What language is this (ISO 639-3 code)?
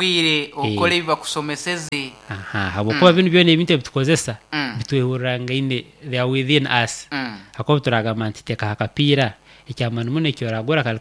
nyo